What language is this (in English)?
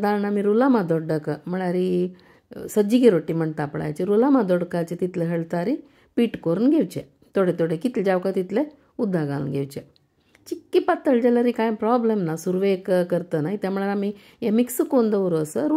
Konkani